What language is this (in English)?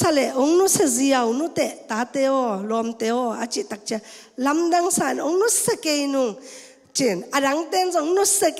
Tedim Chin